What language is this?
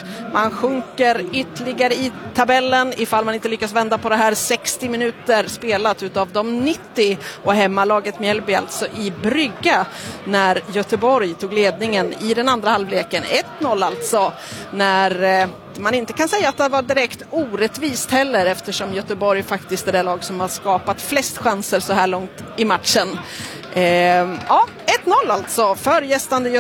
Swedish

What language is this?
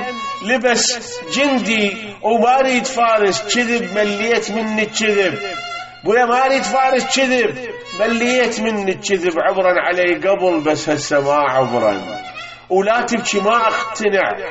Mesopotamian Arabic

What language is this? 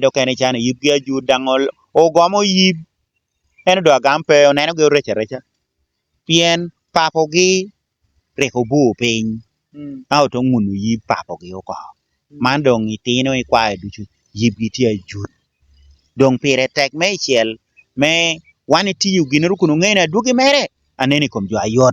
Lango (Uganda)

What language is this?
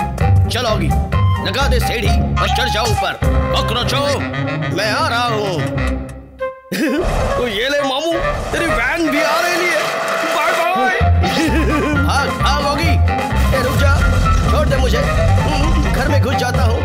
Hindi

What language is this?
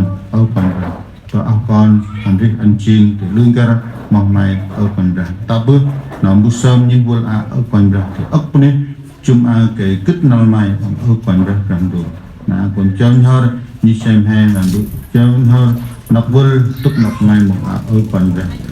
Central Mnong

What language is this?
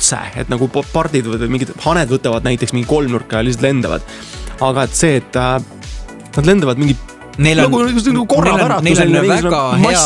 Estonian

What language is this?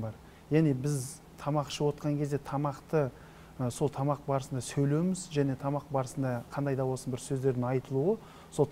Kazakh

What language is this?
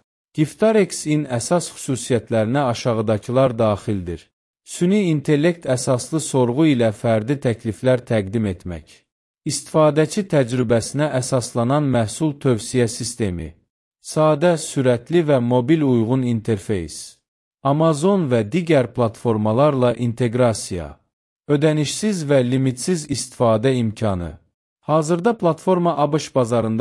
Azerbaijani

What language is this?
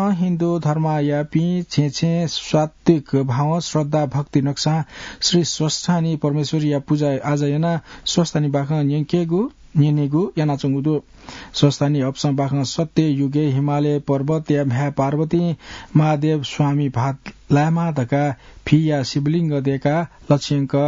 Newari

